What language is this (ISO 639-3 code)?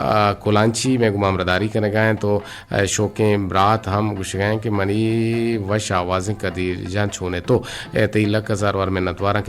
bgp